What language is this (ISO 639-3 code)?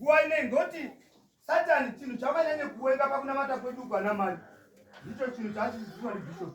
sna